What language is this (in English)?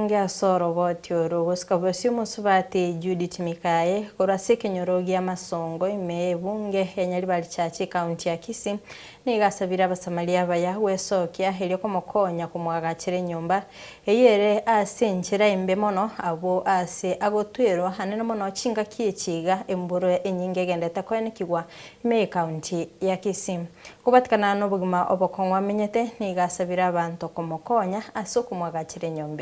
Gusii